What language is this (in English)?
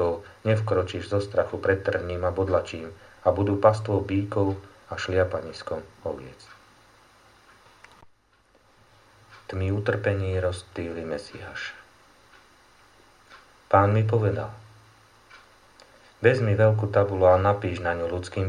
Slovak